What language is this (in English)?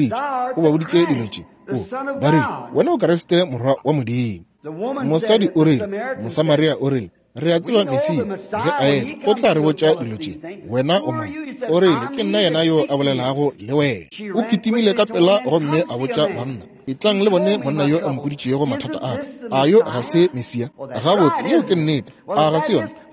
Northern Sotho